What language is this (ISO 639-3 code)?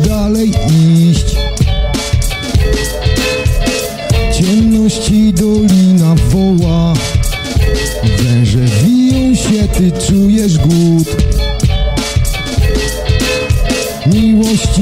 pol